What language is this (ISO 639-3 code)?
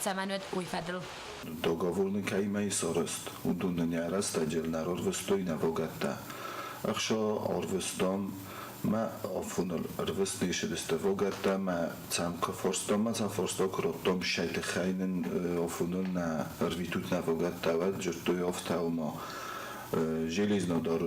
oss